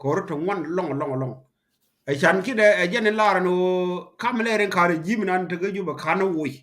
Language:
Nuer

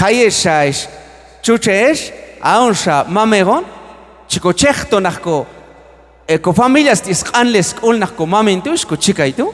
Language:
Q'anjob'al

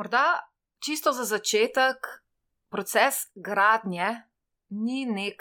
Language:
Slovenian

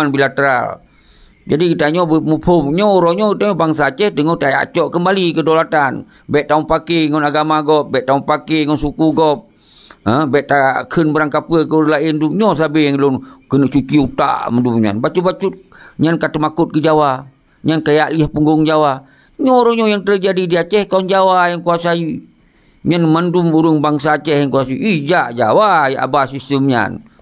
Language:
Achinese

